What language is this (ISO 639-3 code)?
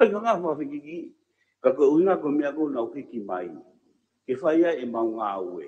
ton